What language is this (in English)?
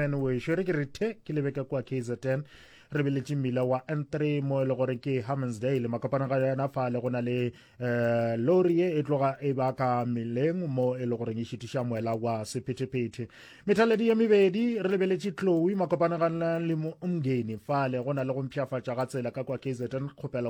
Northern Sotho